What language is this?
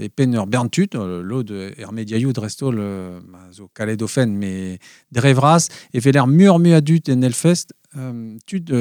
Breton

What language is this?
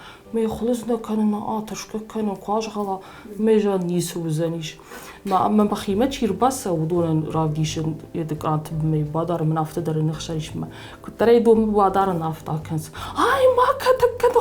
Ossetic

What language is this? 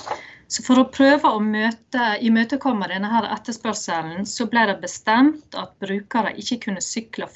Norwegian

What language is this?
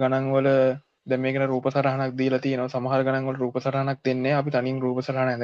Sinhala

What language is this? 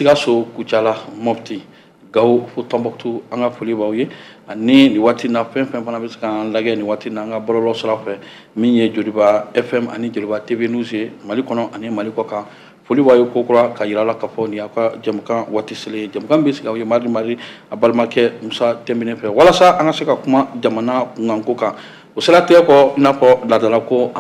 Bambara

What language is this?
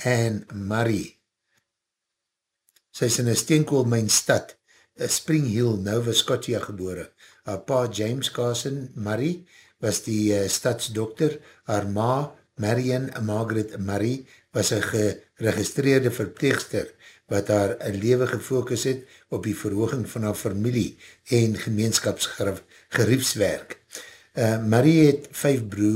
Afrikaans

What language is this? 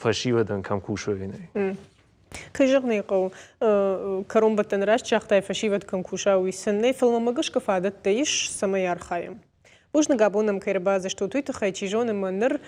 Ossetic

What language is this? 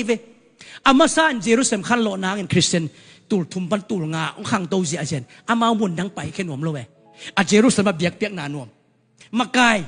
Tedim Chin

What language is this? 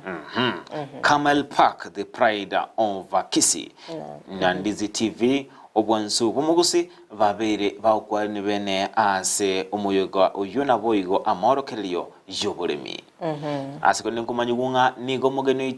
Gusii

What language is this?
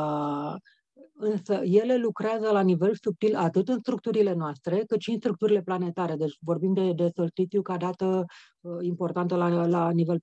Romanian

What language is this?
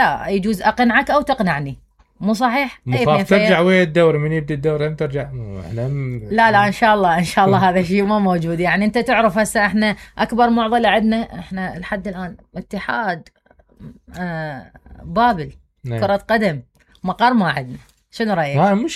Mesopotamian Arabic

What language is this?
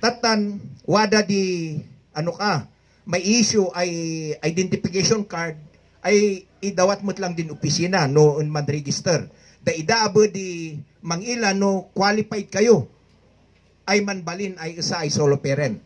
Kankanaey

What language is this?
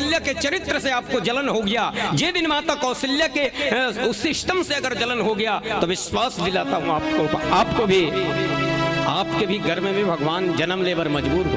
Chhattisgarhi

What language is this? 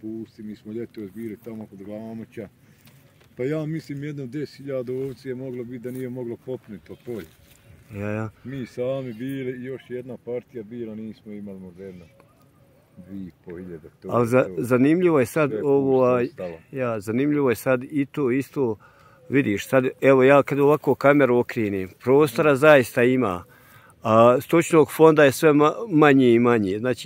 Bosnian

